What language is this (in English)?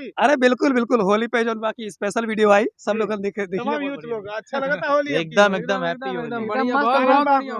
Bhojpuri